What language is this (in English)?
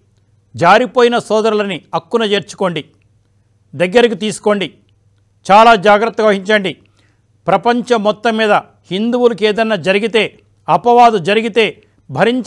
Telugu